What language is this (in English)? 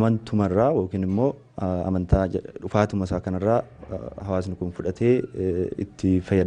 Oromo